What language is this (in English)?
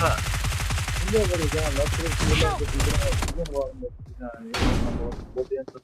Kara-Kalpak